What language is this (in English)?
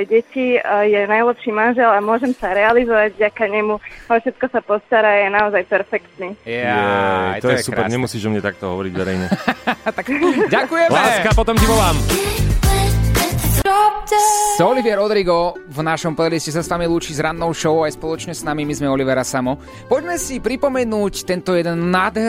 Slovak